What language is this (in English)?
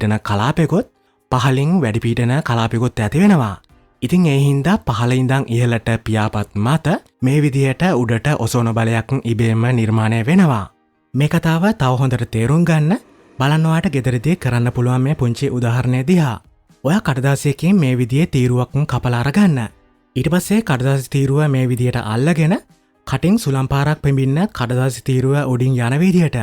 Sinhala